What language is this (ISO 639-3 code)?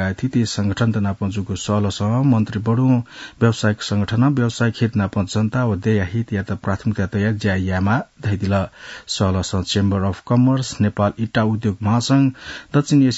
new